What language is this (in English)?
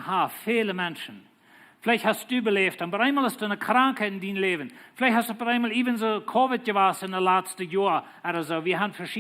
Plautdietsch